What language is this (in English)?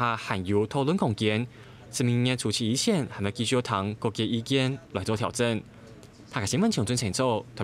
Hakka Chinese